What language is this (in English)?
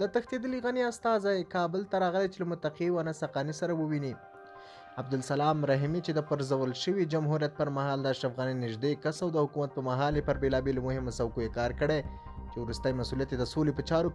Pashto